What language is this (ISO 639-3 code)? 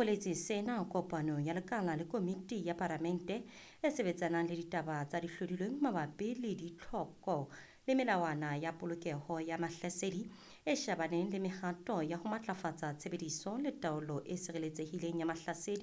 sot